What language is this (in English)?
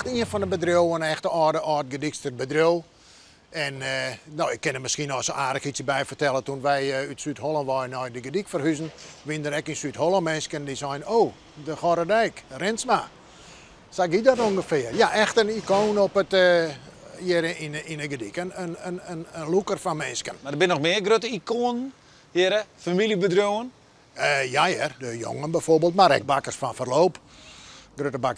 Western Frisian